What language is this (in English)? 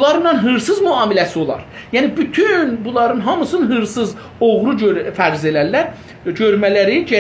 South Azerbaijani